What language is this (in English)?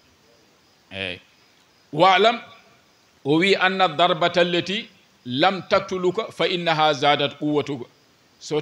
Fula